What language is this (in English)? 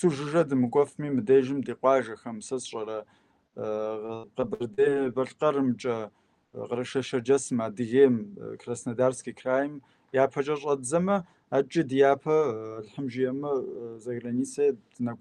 Kabardian